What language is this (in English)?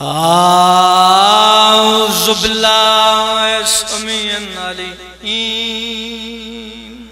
Pahari-Potwari